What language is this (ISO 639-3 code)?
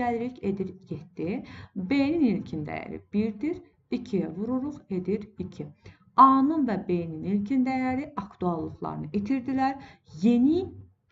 aze